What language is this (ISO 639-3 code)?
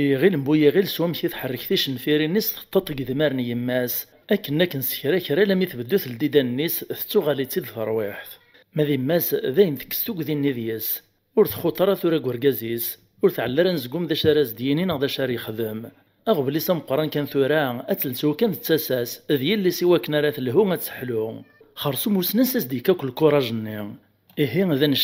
kab